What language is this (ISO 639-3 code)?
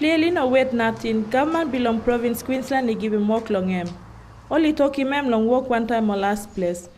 tpi